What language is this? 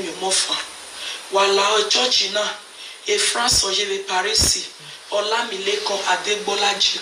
Nigerian Pidgin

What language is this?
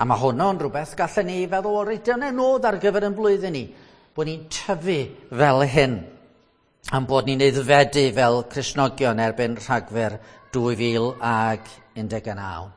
Welsh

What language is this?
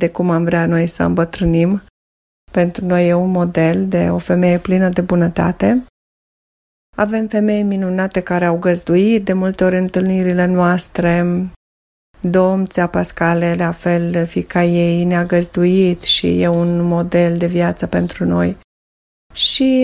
Romanian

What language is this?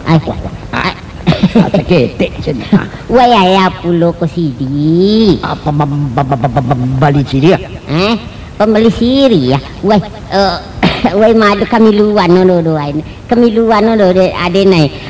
Minangkabau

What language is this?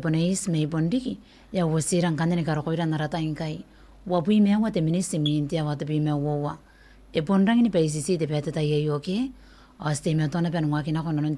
Gilbertese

